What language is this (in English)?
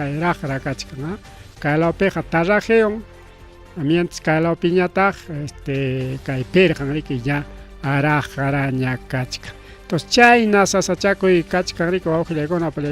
Ayacucho Quechua